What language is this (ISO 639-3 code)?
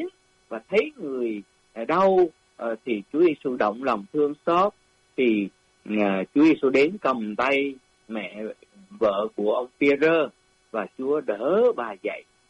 vie